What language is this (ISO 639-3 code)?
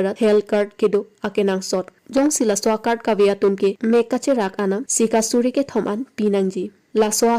mjw